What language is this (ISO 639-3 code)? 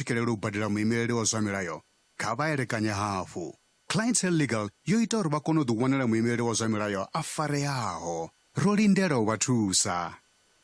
ven